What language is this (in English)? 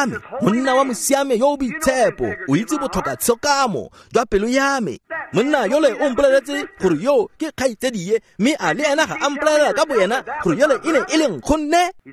Tswana